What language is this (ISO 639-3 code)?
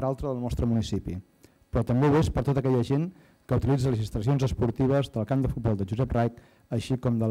cat